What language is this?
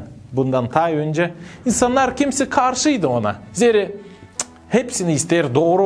Gagauz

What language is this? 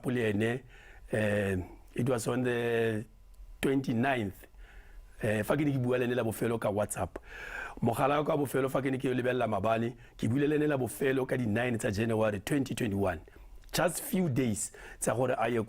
Tswana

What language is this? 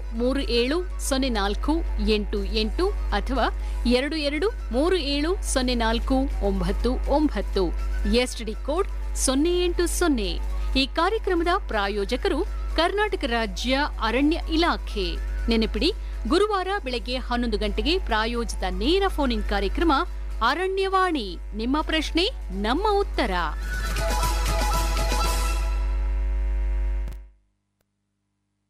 Kannada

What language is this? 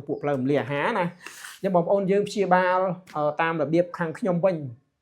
Khmer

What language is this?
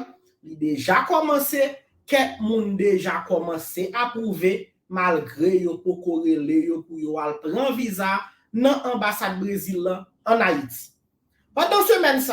Haitian Creole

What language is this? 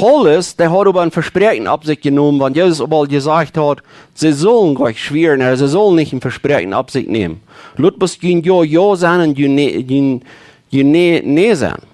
Plautdietsch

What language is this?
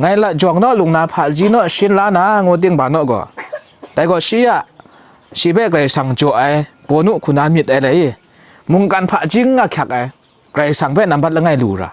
Kachin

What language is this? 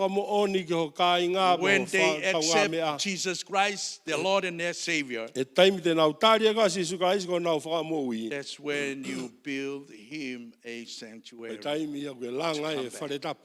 Tongan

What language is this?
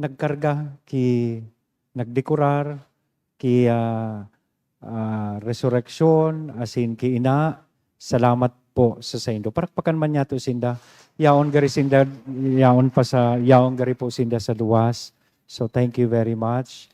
Bikol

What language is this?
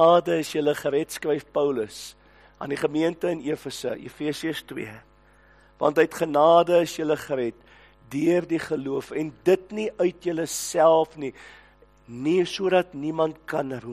Afrikaans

